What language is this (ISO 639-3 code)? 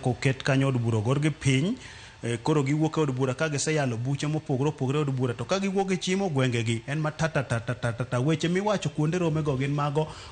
luo